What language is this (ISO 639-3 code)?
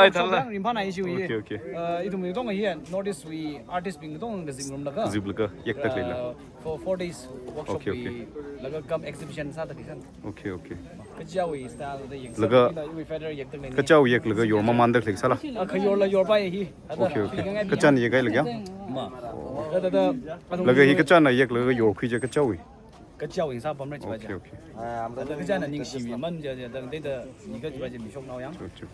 nmf